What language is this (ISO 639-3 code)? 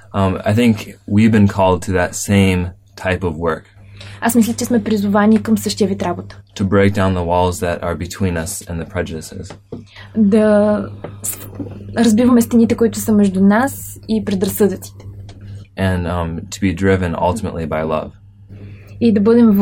bul